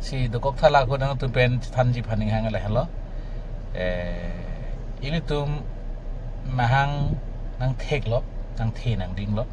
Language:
Karbi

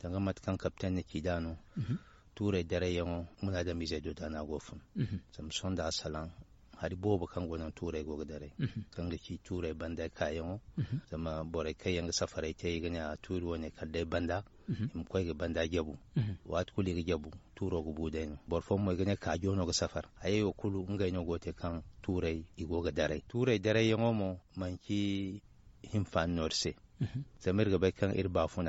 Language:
Zarma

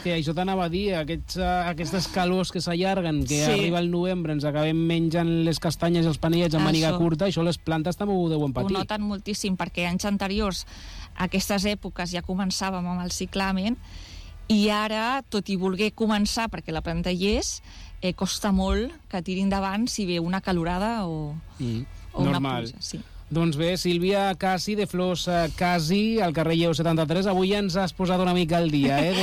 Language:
Catalan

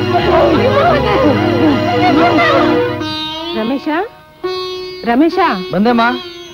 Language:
Kannada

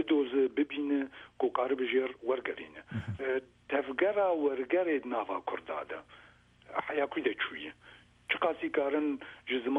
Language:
Kurdish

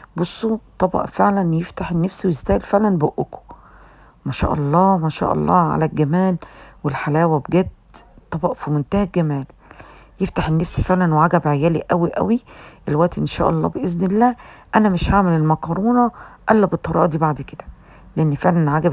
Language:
Egyptian Arabic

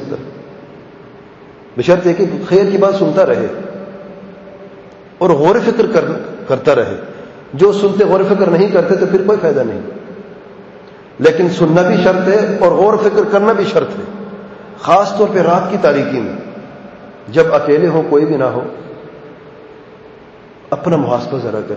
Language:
Urdu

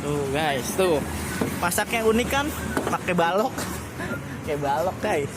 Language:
Betawi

